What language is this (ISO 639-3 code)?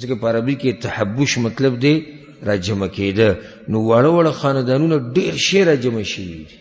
pus